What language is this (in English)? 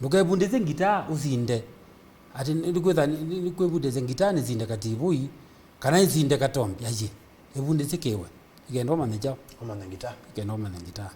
Kamba